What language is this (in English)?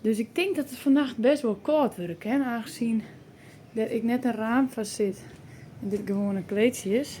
Western Frisian